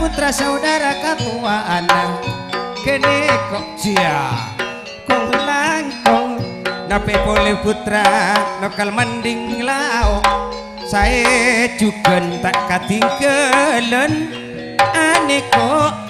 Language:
Madurese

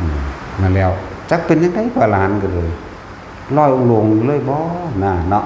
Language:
Northeastern Thai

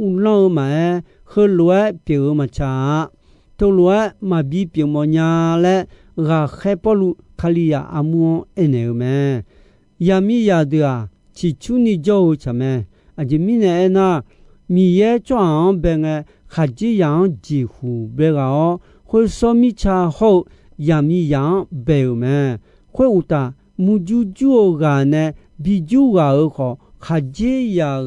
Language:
Akha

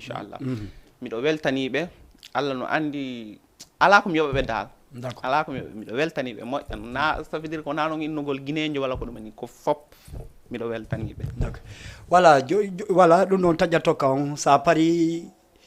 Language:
Fula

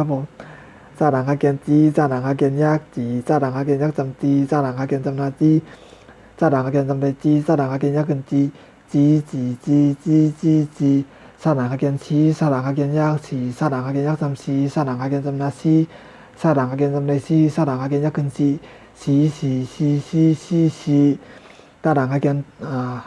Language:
Shan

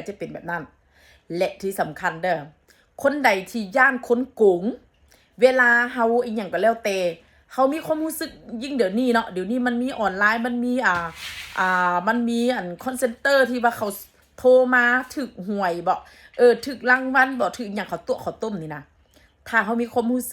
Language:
Northeastern Thai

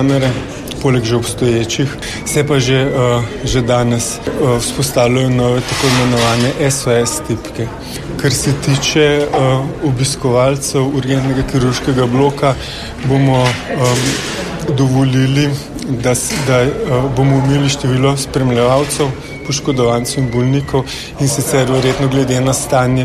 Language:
Slovenian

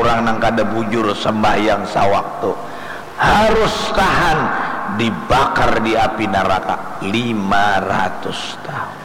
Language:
Banjar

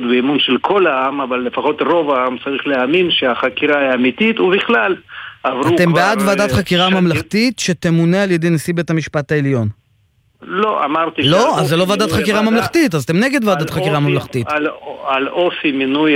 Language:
Hebrew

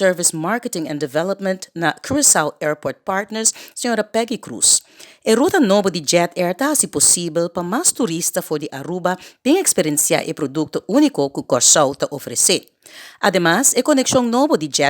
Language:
Papiamento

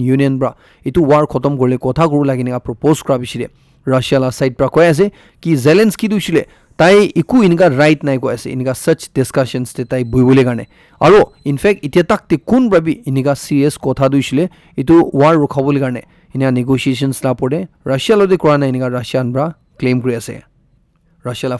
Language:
Naga Pidgin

